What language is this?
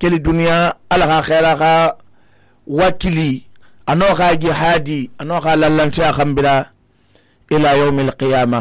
Susu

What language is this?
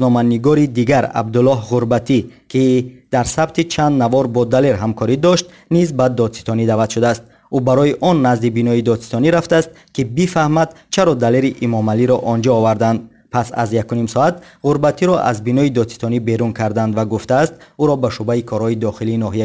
Tajik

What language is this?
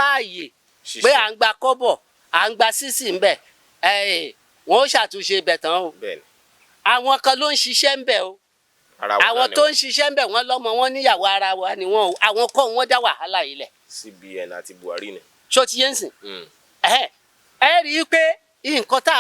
Yoruba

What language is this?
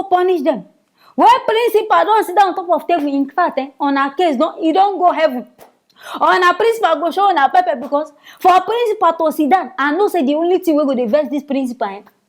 Nigerian Pidgin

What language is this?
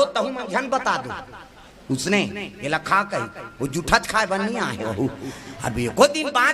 Chhattisgarhi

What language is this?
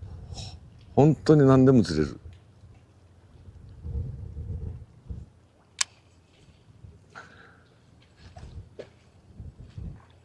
Japanese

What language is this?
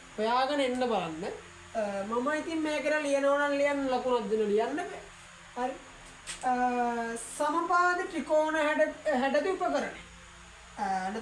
Sinhala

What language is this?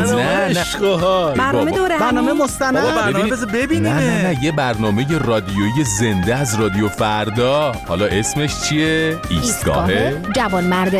Persian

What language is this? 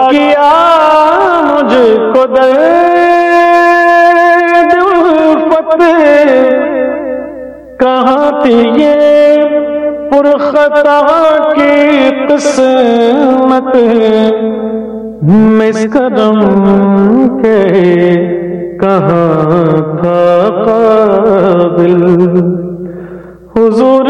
Urdu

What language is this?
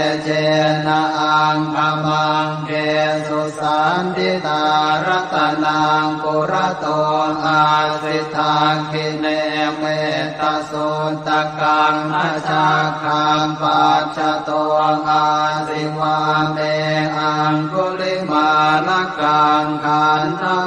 Pali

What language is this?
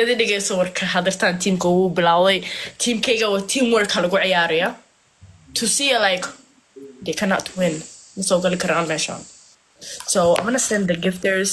Somali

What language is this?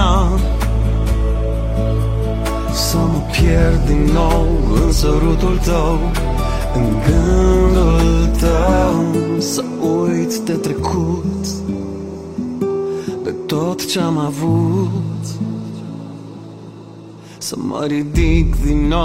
Romanian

